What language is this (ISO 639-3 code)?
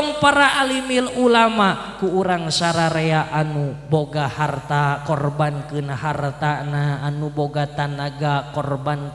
sun